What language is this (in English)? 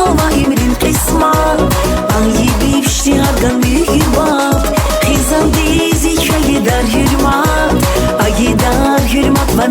Tabassaran